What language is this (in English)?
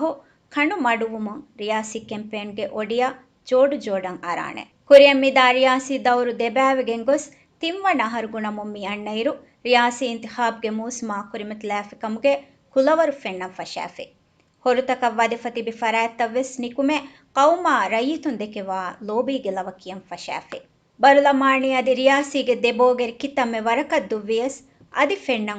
Divehi